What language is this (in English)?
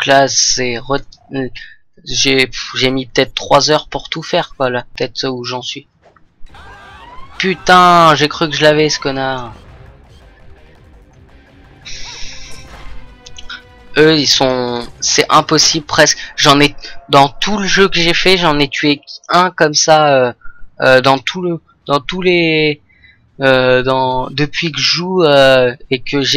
French